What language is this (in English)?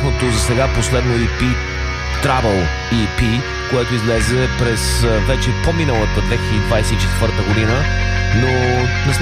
Bulgarian